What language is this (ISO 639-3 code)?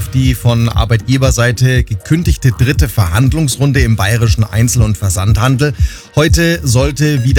deu